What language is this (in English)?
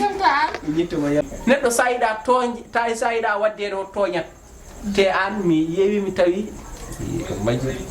Fula